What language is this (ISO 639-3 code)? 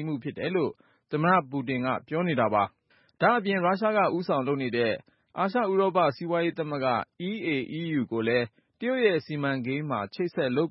mya